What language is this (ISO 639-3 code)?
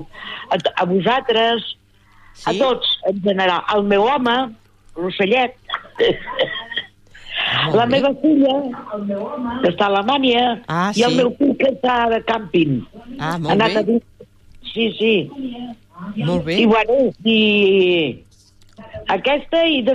cat